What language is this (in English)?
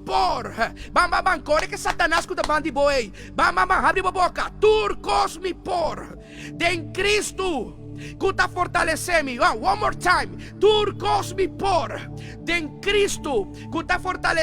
Papiamento